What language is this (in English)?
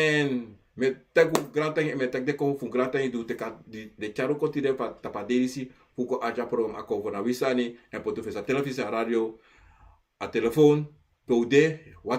Sranan Tongo